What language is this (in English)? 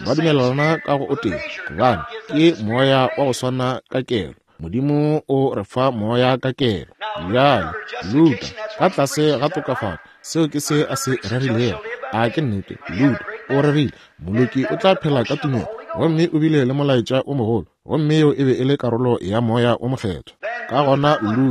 Northern Sotho